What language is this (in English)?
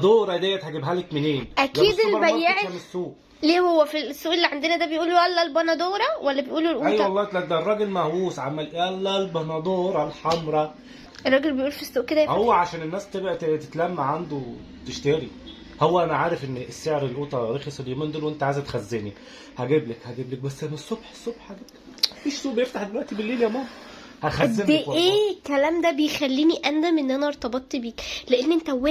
Egyptian Arabic